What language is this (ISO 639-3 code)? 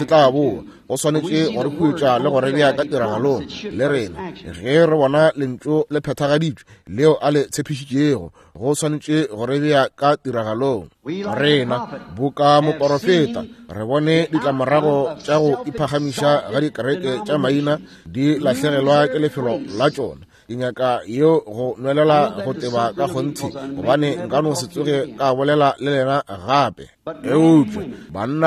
nso